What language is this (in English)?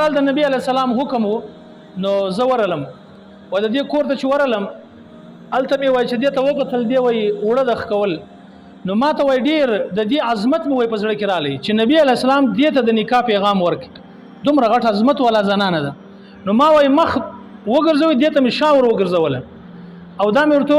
Pashto